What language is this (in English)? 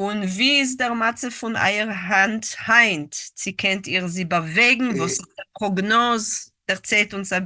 Yiddish